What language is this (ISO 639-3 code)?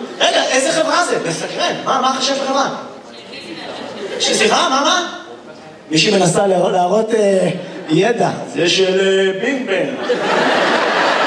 heb